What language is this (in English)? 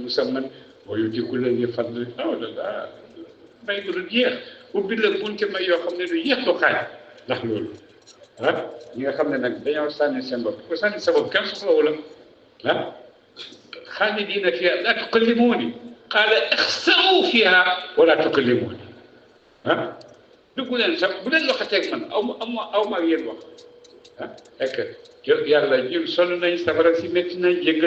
Wolof